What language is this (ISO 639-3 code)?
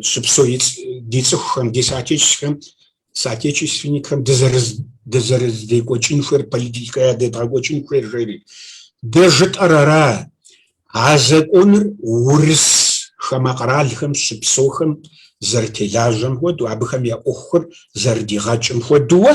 kbd